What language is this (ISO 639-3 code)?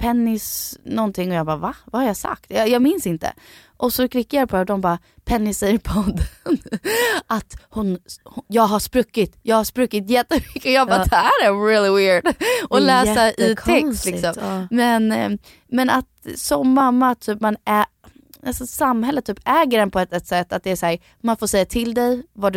swe